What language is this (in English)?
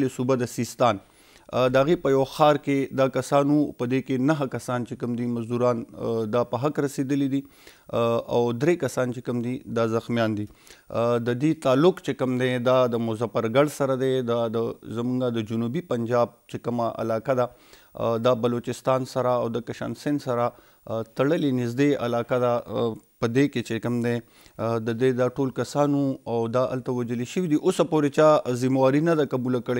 Pashto